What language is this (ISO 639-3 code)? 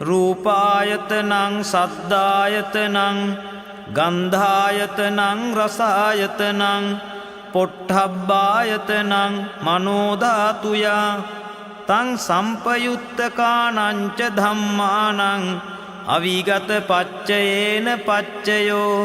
pli